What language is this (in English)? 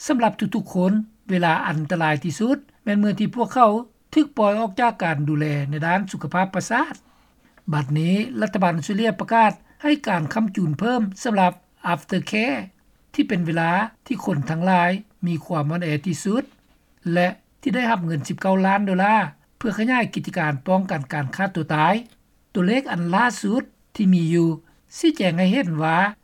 Lao